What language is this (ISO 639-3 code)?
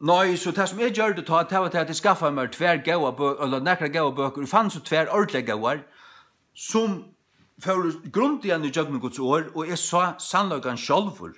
fao